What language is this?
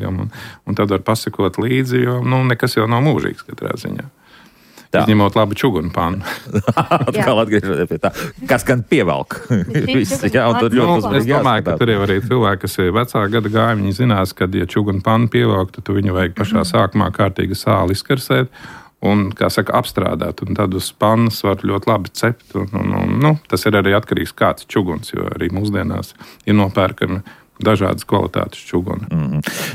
Latvian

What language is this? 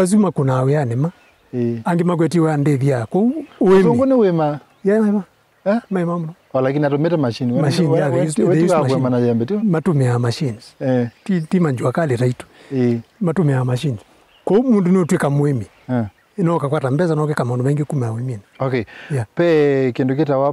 Kamba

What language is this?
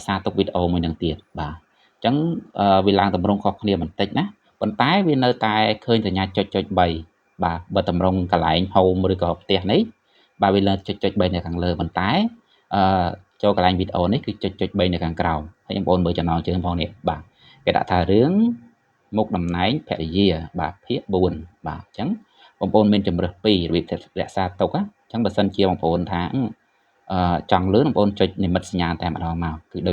Khmer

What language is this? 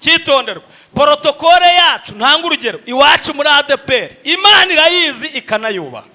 Kinyarwanda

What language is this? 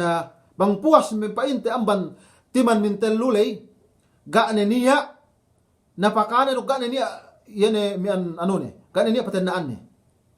Yakan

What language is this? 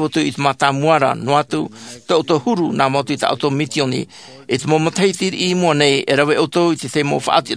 Tahitian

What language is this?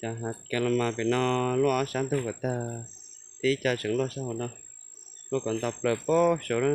Hmong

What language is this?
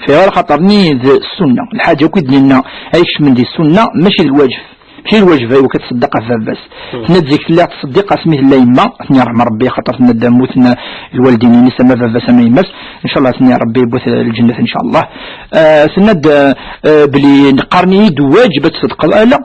Kabyle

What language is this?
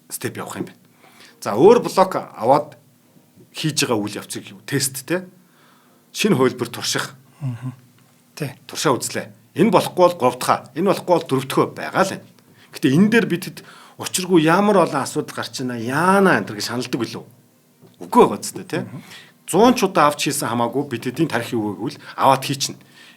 Mongolian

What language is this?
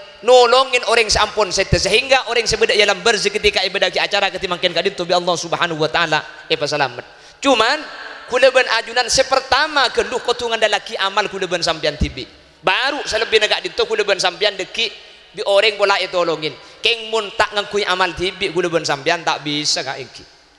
Madurese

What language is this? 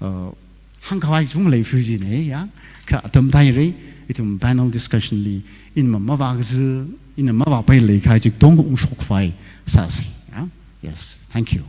Tangkhul Naga (India)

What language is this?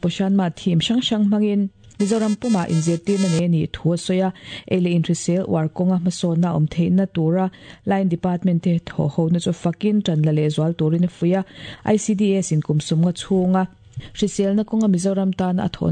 Mizo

